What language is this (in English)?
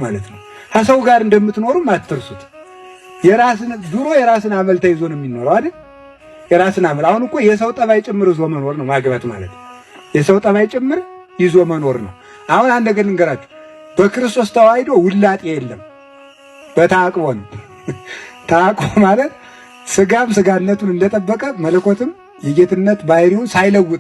Amharic